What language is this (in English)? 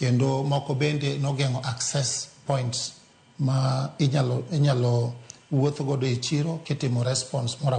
Luo (Kenya and Tanzania)